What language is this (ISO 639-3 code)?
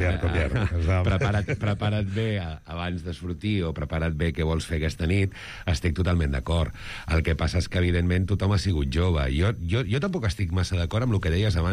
cat